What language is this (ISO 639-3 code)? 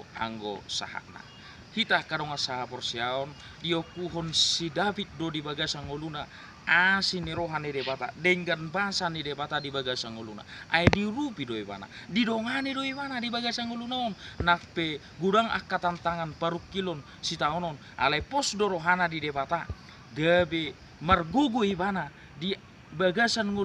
bbc